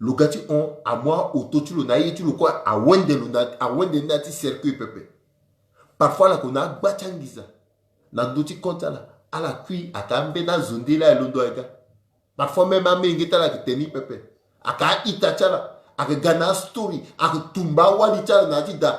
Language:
Sango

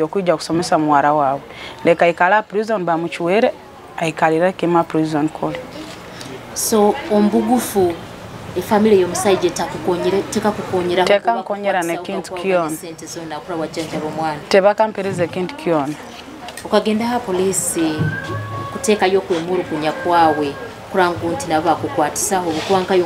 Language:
Nyoro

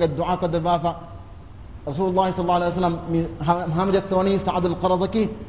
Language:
Divehi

